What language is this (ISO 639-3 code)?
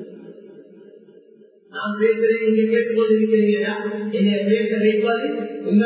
tam